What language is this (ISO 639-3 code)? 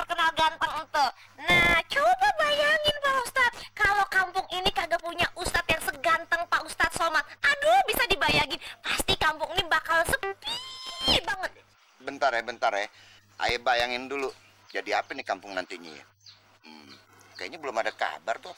bew